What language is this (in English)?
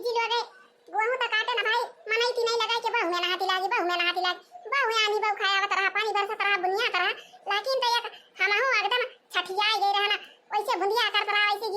Awadhi